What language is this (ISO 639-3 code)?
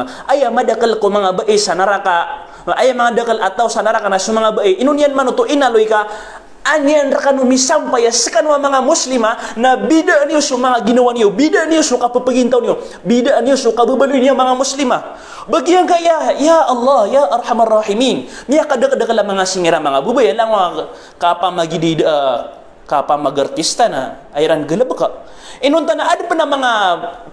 mrw